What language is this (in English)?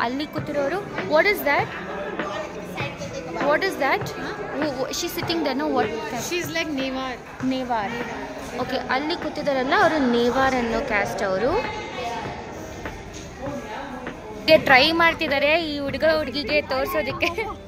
Kannada